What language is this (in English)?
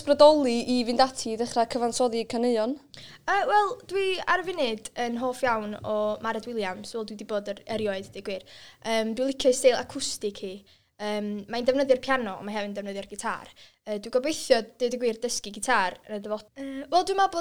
Welsh